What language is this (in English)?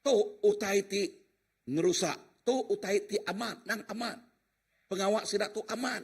Iban